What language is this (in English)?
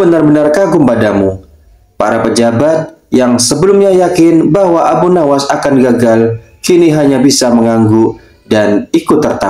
Indonesian